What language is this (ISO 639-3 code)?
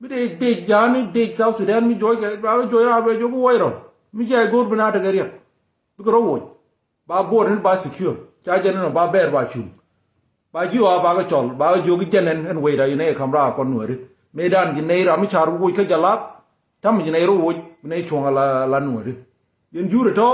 nus